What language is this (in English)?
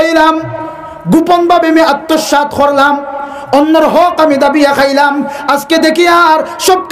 Sylheti